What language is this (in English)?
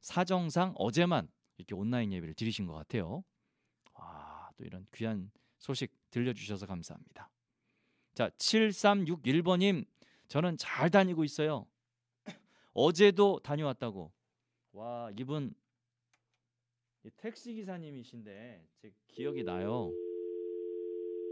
Korean